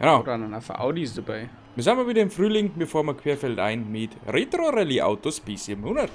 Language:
Bavarian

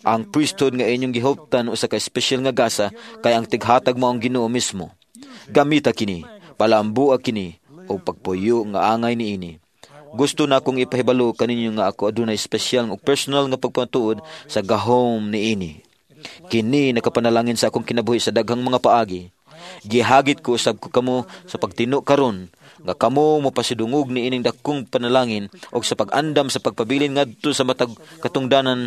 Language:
Cebuano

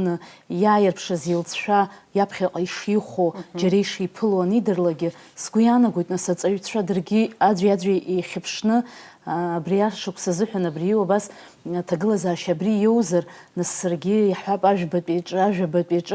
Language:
Abkhazian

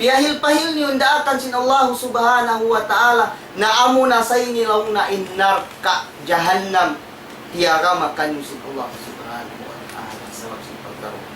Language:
Tausug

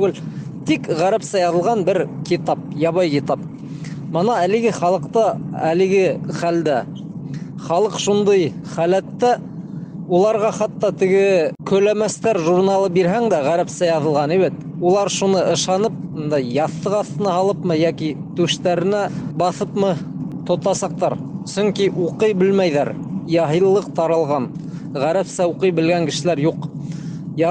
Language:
Bashkir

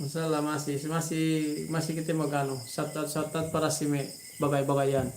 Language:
Yakan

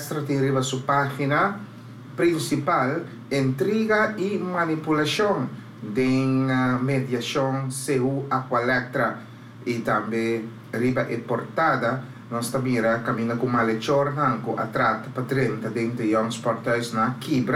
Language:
Papiamento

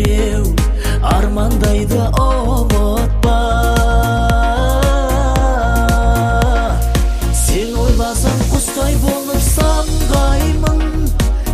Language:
Kazakh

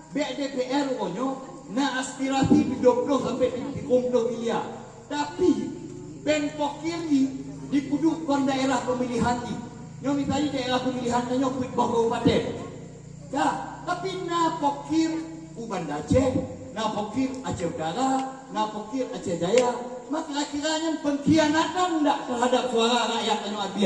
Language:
Achinese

